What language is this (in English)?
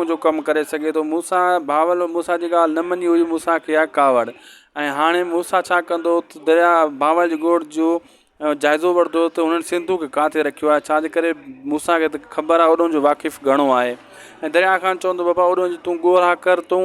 Sindhi